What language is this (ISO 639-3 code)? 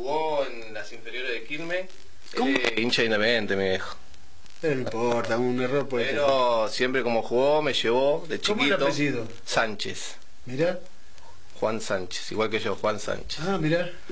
spa